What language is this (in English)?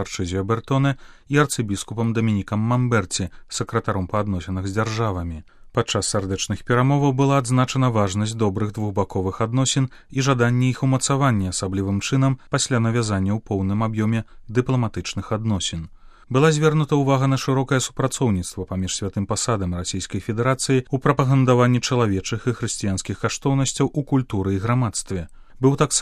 Belarusian